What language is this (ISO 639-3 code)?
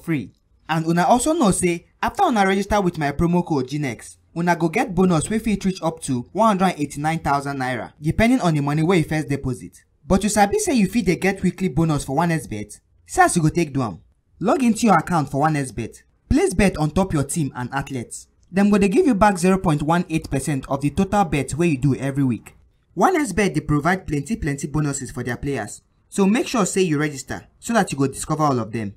pcm